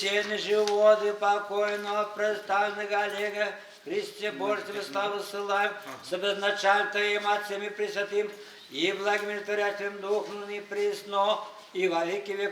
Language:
Chuvash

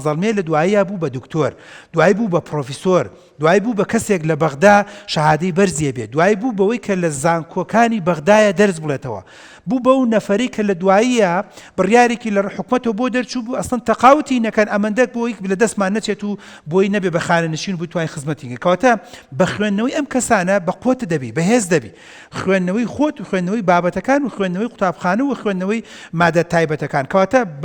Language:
Central Kurdish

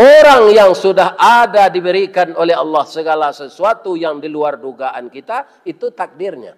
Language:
Minangkabau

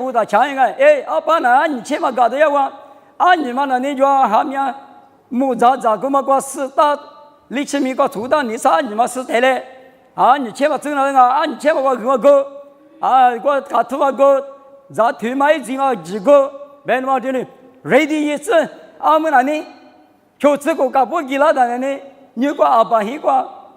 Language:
Lisu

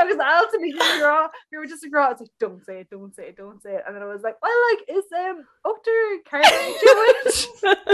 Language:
Irish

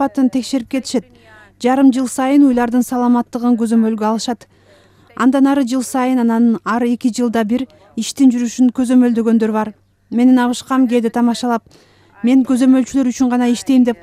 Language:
Kyrgyz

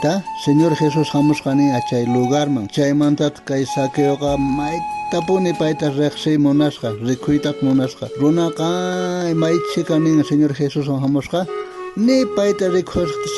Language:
South Bolivian Quechua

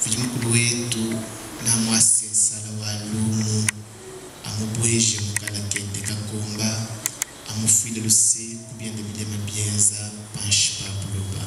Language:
Luba-Lulua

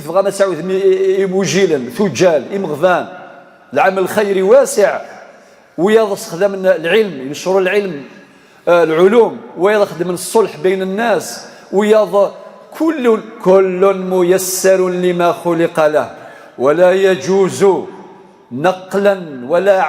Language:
Kabyle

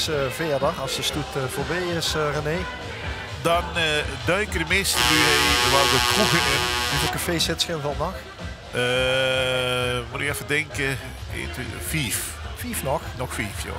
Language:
Limburgish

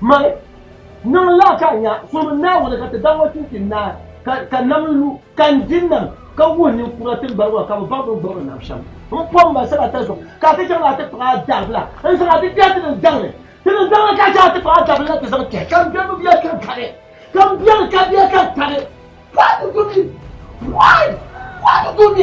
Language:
Dagbani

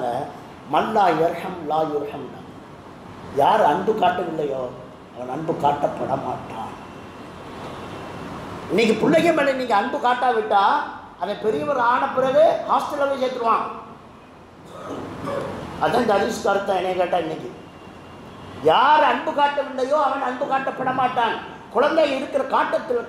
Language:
Tamil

